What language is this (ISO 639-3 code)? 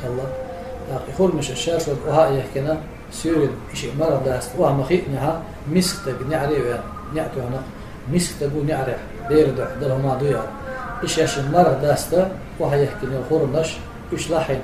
che